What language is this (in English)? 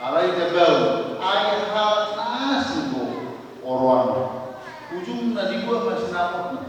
Batak Toba